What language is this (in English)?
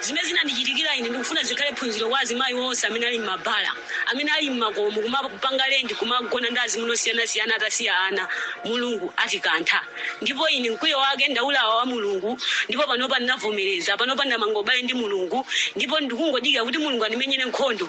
Nyanja